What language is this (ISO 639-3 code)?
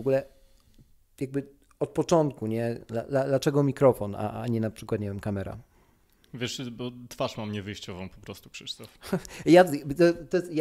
pol